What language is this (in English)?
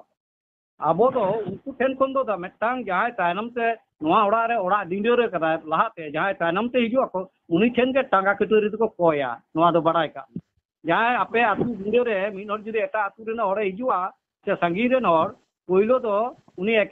Santali